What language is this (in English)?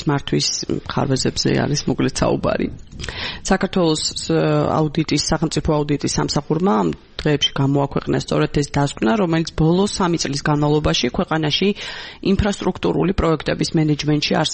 Georgian